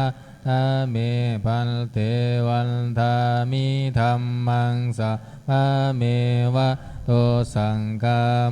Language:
Pali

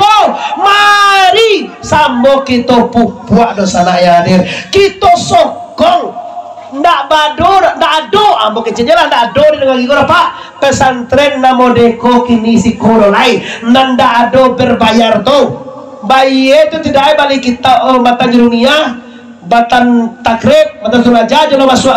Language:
Minangkabau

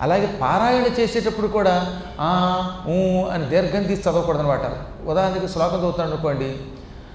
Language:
Telugu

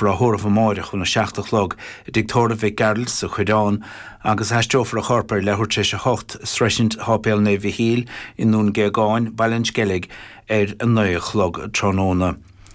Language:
Irish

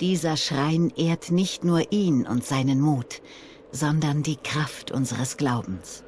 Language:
Swiss German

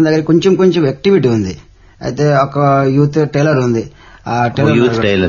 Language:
Telugu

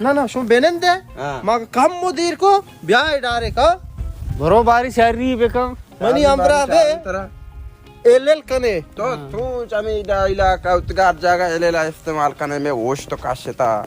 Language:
Baluchi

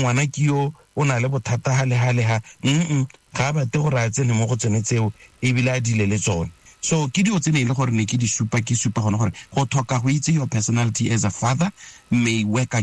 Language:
Tswana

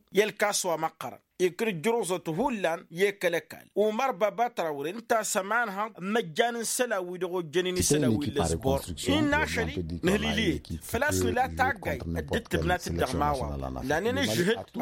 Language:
Tamasheq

